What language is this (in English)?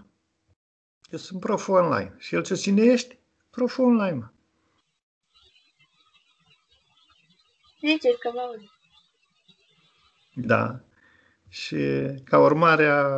Romanian